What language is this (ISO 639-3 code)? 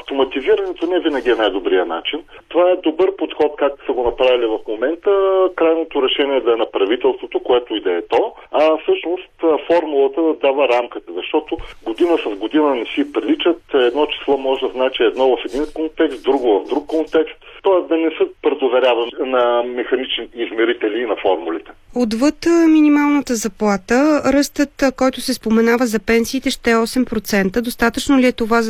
bul